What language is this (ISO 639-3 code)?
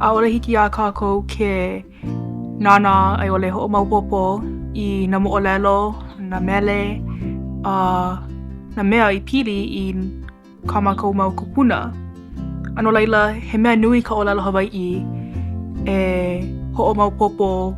haw